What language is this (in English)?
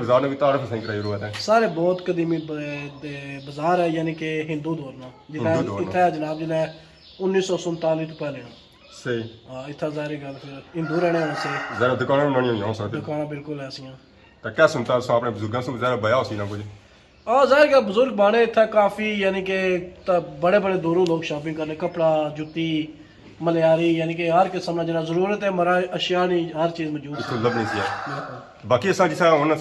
Pahari-Potwari